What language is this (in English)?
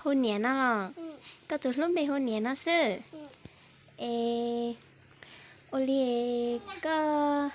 Hmong